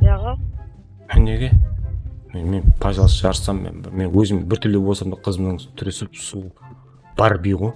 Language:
Kara-Kalpak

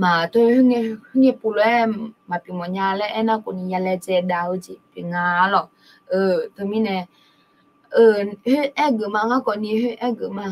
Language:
Akha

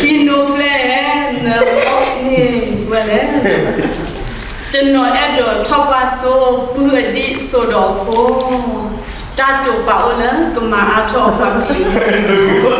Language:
S'gaw Karen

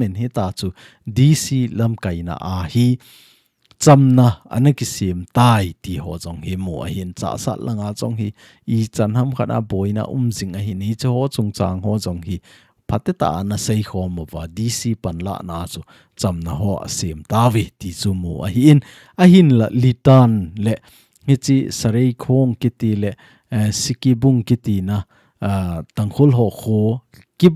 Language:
Thado Chin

